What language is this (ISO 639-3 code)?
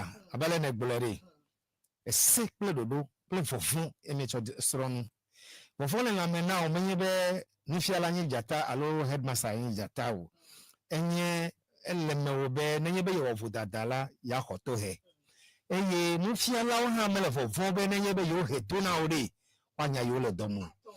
ewe